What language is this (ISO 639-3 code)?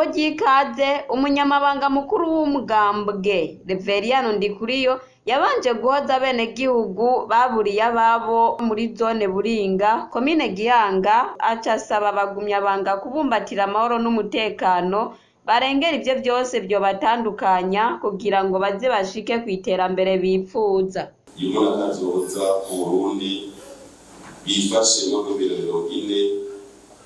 run